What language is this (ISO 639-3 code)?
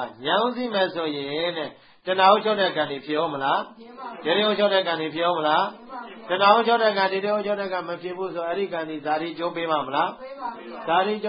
mya